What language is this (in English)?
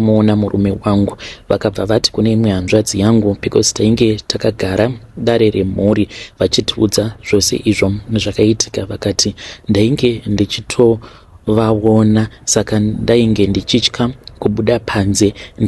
Shona